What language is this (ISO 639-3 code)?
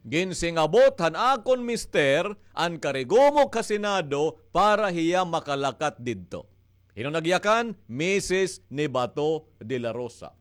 war